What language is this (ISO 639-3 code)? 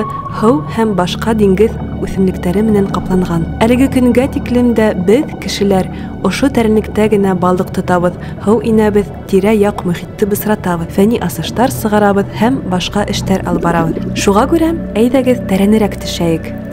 bak